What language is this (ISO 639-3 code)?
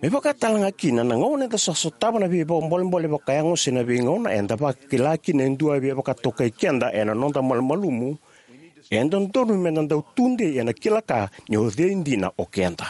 fij